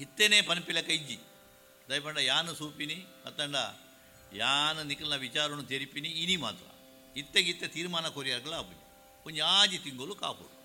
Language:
Tulu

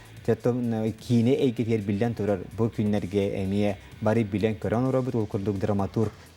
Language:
Yakut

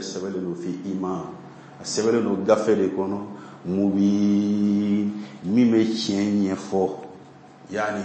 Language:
Bambara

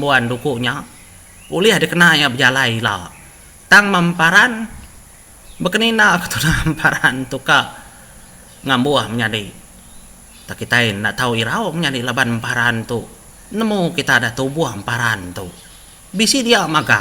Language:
Iban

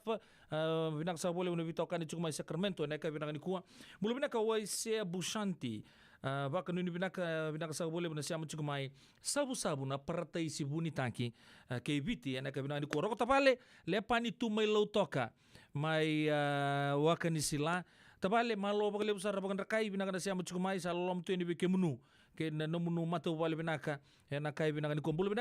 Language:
Fijian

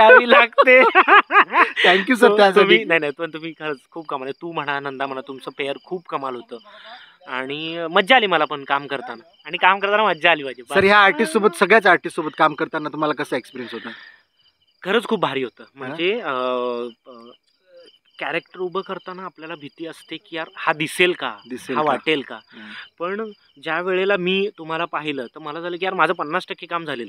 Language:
Marathi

